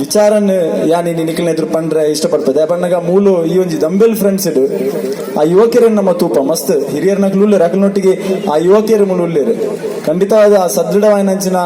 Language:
Tulu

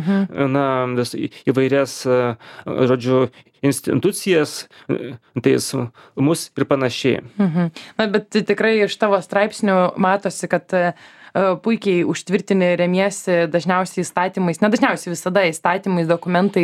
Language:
Lithuanian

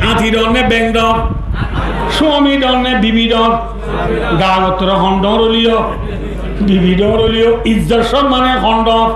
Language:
Rohingya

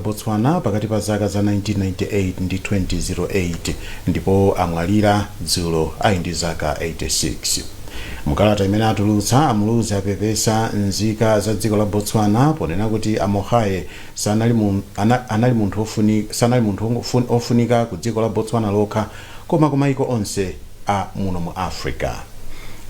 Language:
Nyanja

